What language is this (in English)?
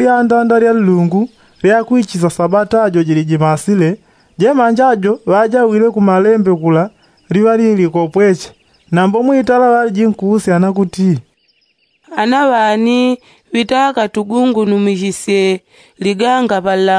Yao